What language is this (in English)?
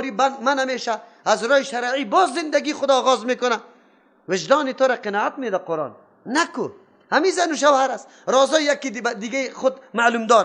Persian